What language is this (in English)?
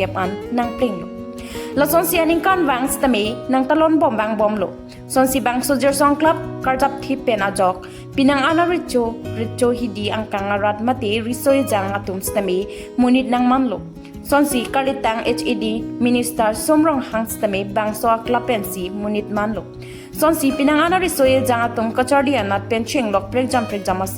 Karbi